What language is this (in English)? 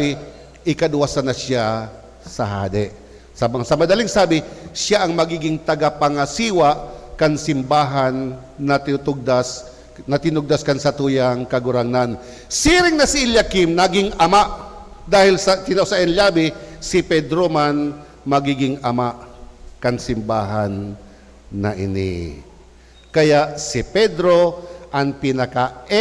Bikol